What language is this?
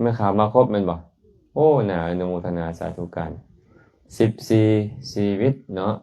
Lao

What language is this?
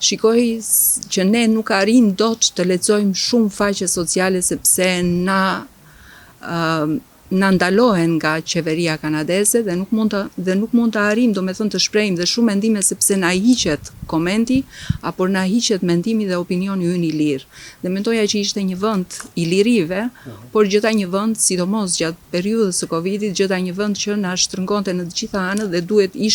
Albanian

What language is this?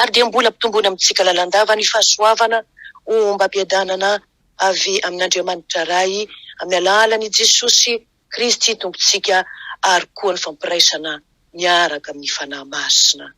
Malagasy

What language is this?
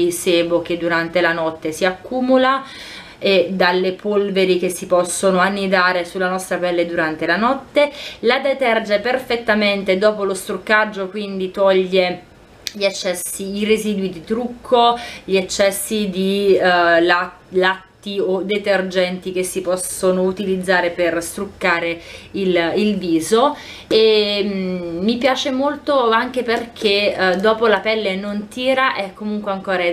Italian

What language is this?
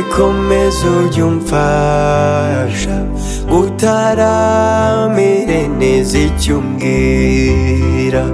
Kinyarwanda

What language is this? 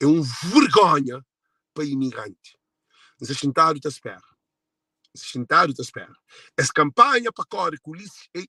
Kabuverdianu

